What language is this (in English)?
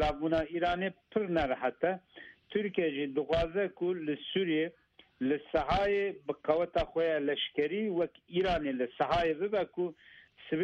Kurdish